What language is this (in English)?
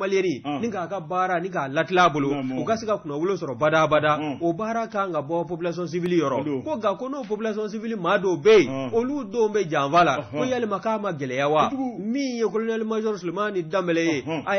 Bambara